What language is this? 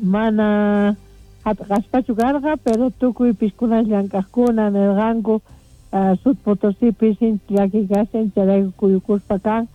Quechua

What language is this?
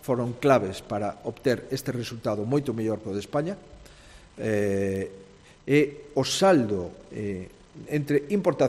Galician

